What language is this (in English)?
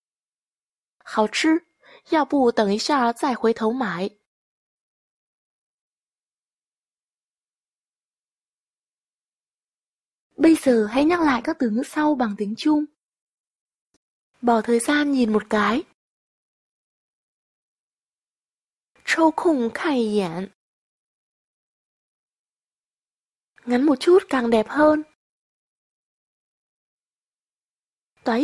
Vietnamese